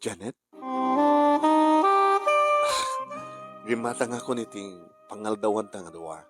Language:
Iloko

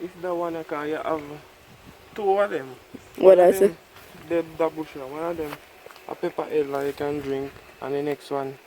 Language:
Jamaican Creole English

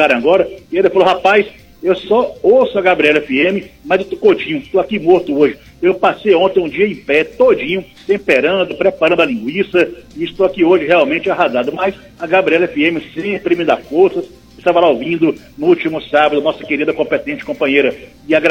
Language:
Portuguese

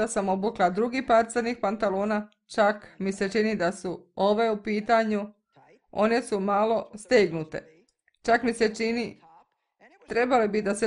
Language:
Serbian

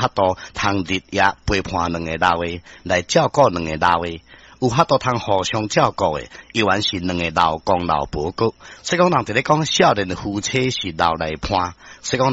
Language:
Min Nan Chinese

